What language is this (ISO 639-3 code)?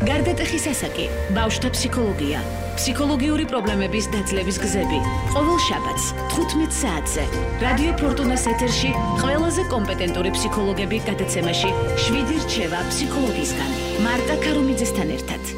kat